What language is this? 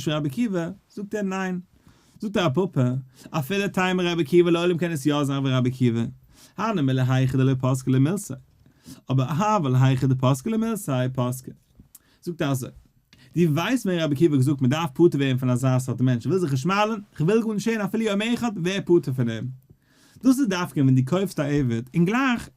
Yiddish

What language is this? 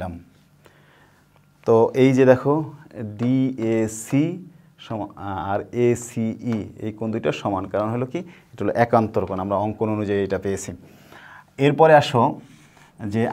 Bangla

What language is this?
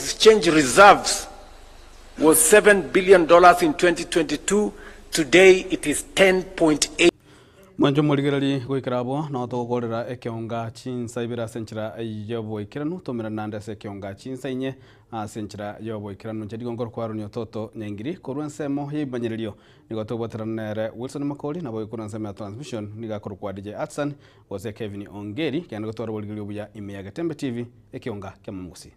Gusii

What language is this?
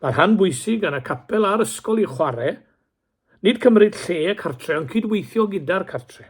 Welsh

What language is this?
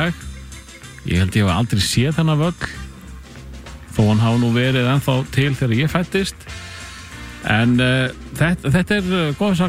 Icelandic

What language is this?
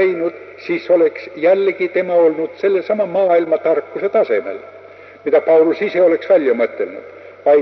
Estonian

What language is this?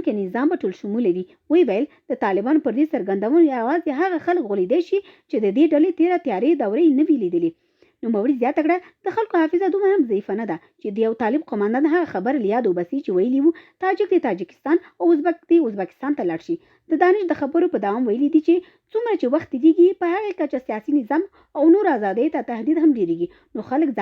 Pashto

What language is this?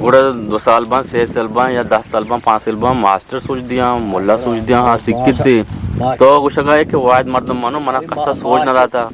Eastern Balochi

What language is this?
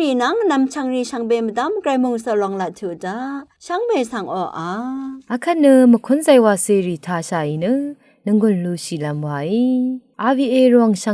Rawang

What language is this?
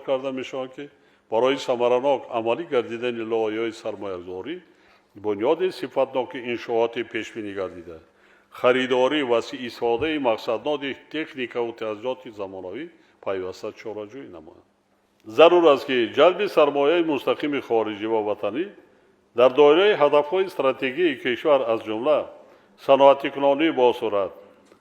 Tajik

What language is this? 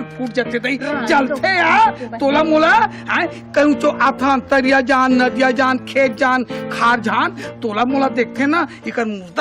Chhattisgarhi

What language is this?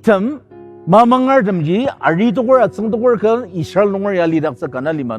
Ao Naga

